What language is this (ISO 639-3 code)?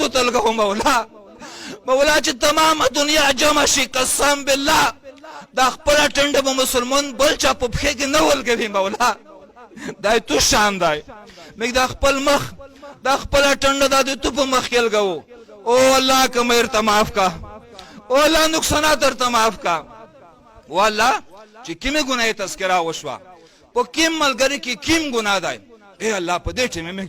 pus